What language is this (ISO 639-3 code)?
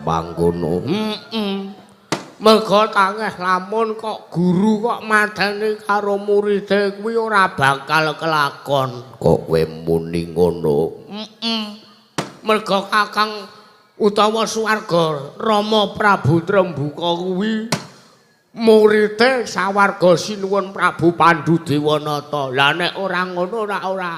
jav